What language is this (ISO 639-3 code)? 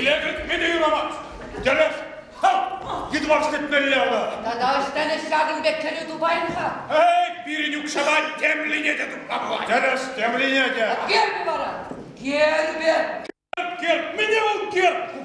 chv